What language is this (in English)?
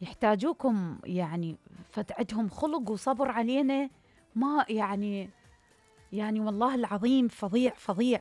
Mesopotamian Arabic